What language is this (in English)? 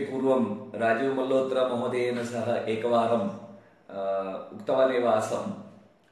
Sanskrit